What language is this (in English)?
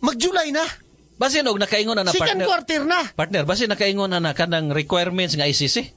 Cebuano